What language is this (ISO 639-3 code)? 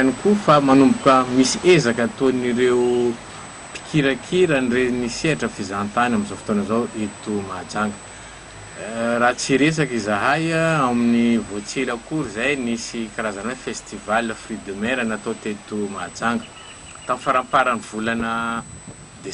mlg